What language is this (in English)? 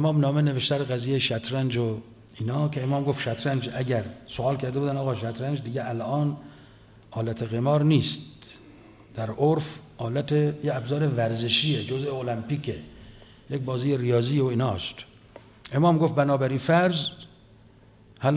Persian